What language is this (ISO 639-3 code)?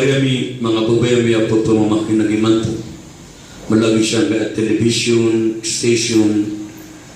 mrw